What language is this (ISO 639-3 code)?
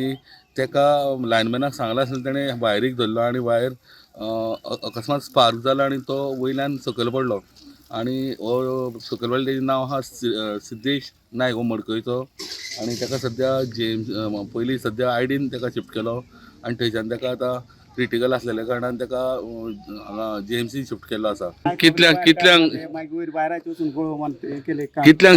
kok